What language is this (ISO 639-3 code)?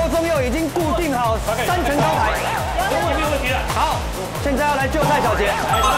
zho